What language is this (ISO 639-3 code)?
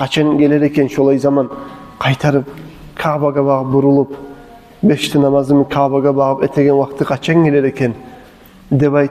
kum